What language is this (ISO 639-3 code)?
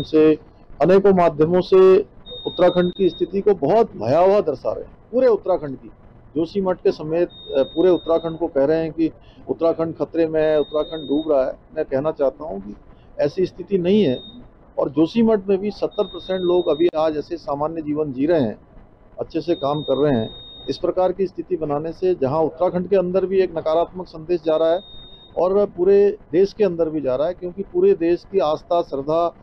hin